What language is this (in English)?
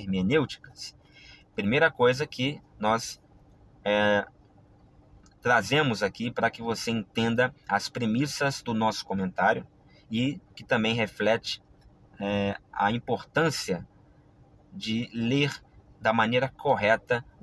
Portuguese